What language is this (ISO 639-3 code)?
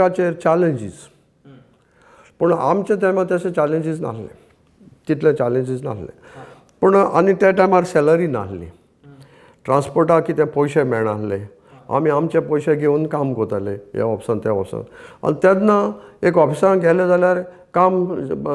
kok